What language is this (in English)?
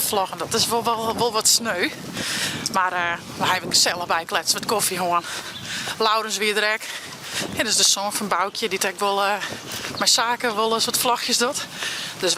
Western Frisian